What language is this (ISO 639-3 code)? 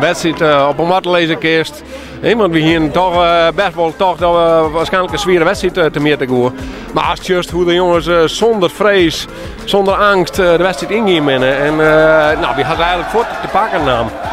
fry